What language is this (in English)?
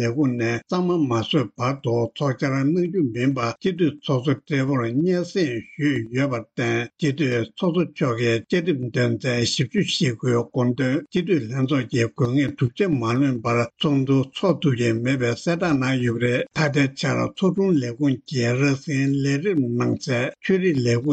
Tibetan